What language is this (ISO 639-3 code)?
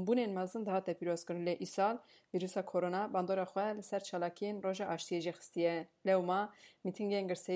kur